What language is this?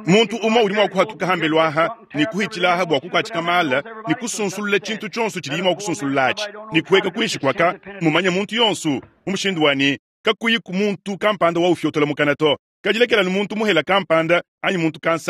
Luba-Lulua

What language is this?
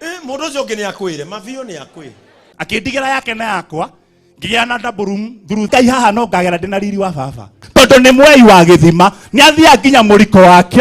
Kikuyu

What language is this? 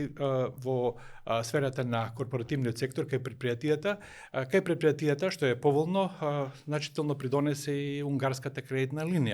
Macedonian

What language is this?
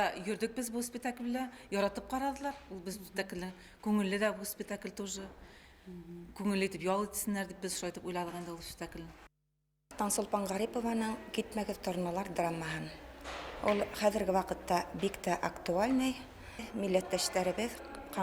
Bashkir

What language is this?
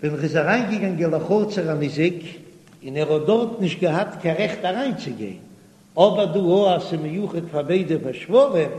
Yiddish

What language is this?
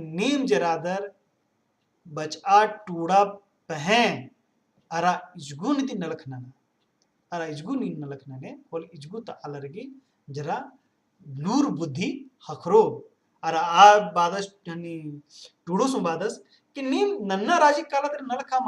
Kurukh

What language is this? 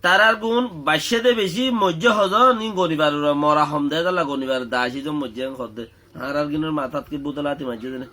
Rohingya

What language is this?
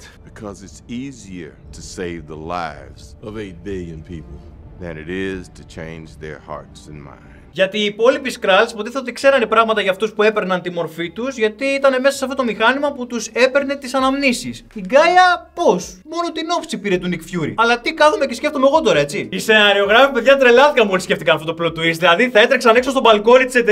Greek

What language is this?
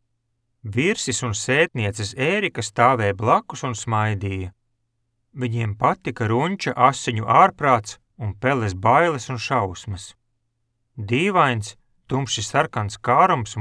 Latvian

